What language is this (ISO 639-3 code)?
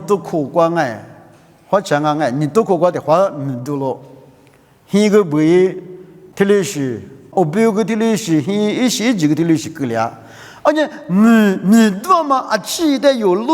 lis